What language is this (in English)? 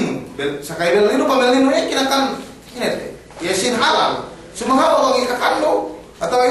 Yakan